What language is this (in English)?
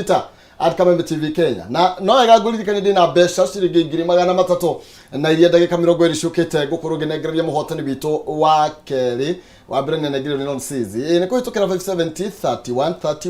Kikuyu